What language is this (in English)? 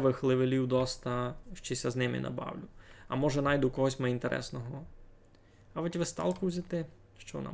Rusyn